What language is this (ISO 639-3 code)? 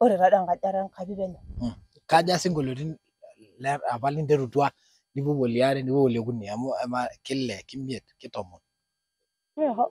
mas